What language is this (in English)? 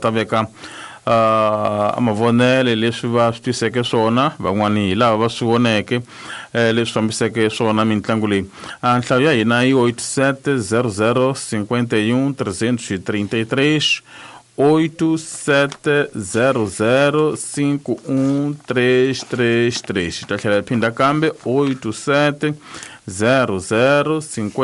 Tsonga